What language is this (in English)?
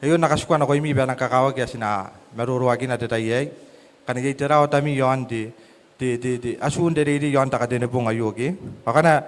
Gilbertese